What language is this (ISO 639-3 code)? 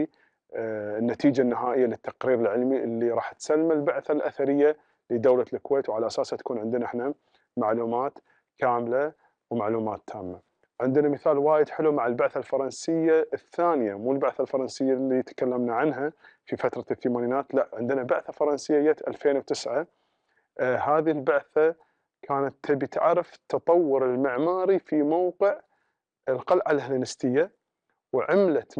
afb